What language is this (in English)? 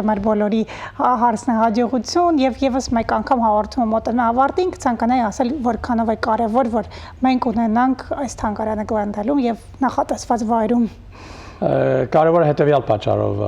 Western Armenian